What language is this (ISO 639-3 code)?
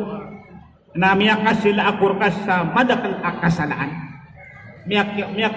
mrw